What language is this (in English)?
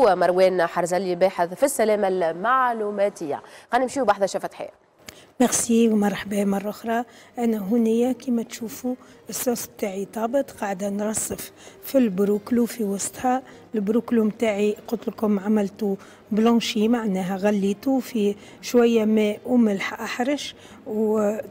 Tunisian Arabic